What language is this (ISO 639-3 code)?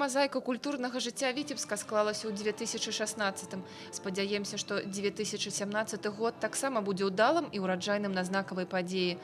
bel